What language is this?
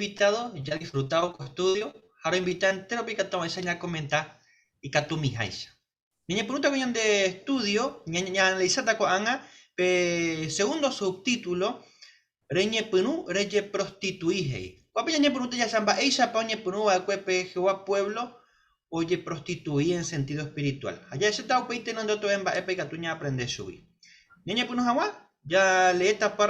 Guarani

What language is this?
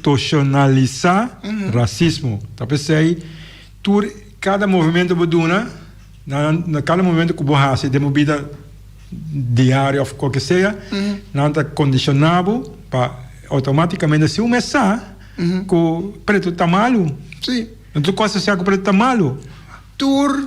Papiamento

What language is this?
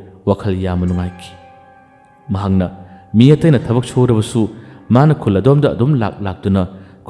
Manipuri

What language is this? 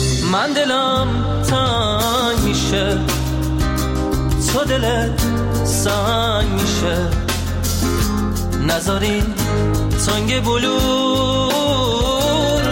Persian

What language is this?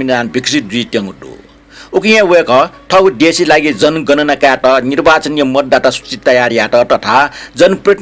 Newari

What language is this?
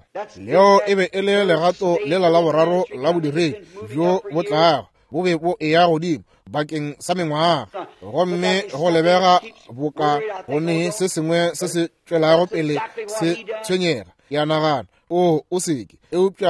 Northern Sotho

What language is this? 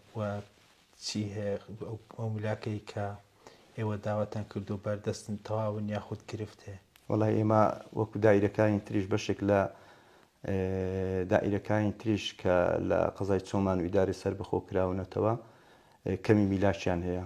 Central Kurdish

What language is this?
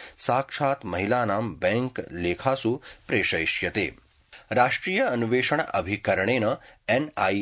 Sanskrit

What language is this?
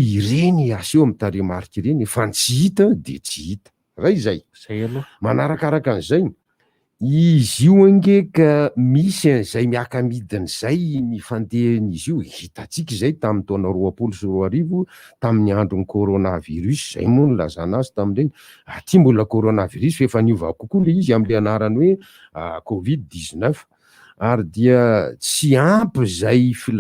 Malagasy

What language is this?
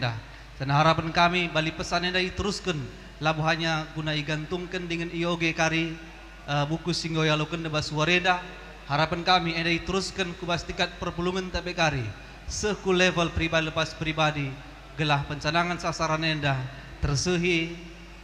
Batak Karo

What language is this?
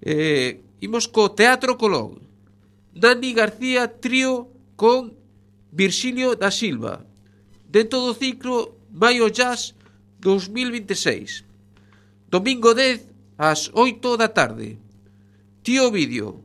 Galician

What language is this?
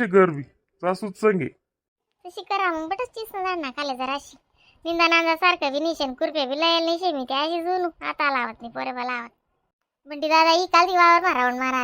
Khandesi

